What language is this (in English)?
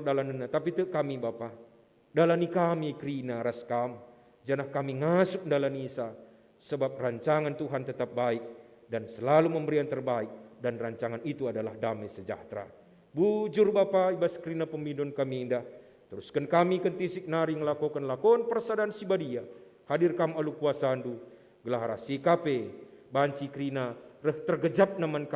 Batak Karo